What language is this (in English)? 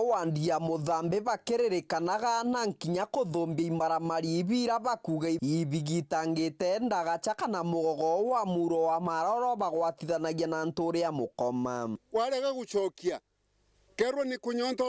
Meru